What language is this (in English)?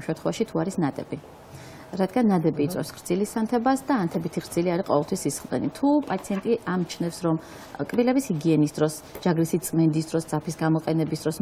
Georgian